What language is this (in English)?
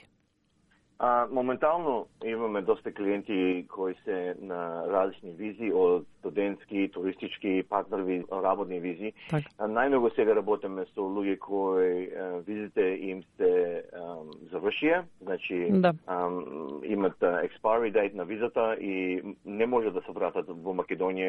Macedonian